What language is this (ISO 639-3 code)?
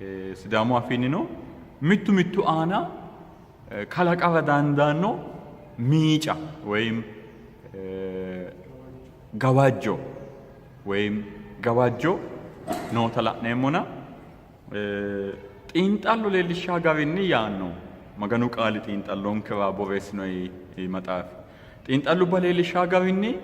sid